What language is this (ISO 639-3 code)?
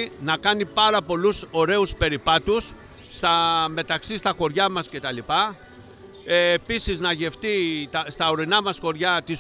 ell